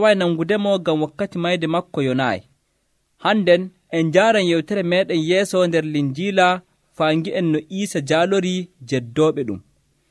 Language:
Nigerian Fulfulde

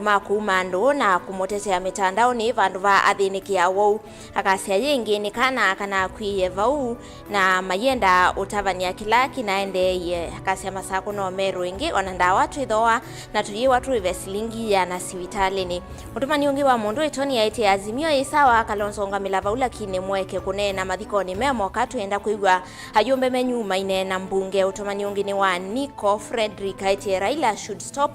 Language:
Kamba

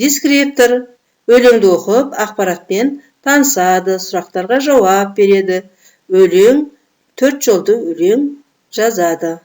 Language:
Kazakh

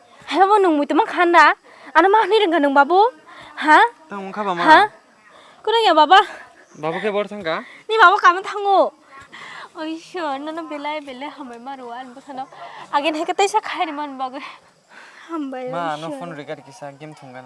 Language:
Kok Borok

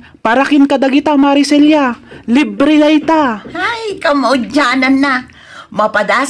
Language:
Iloko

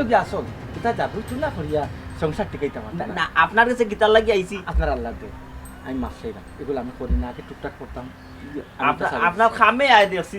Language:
Sylheti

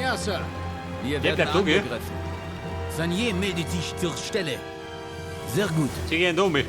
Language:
Bavarian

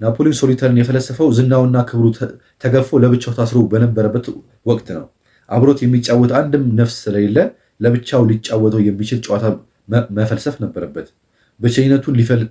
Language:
Amharic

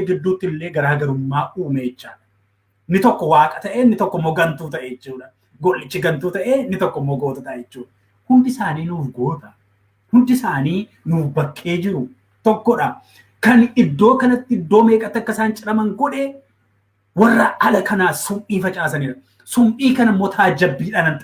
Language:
Oromo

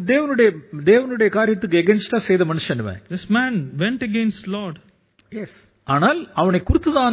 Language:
Tamil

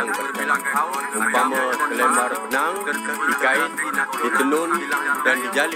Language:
Malay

